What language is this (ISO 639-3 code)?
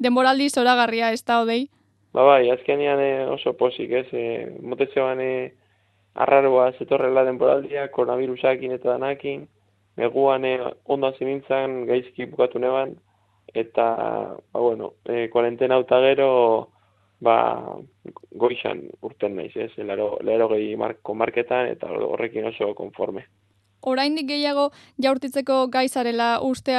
eus